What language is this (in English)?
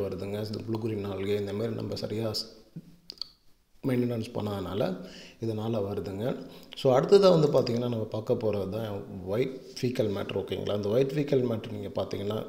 Tamil